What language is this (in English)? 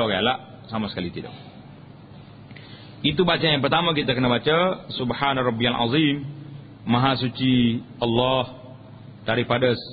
Malay